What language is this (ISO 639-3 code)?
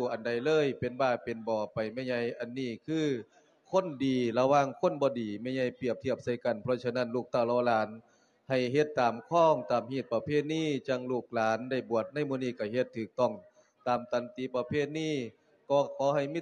lao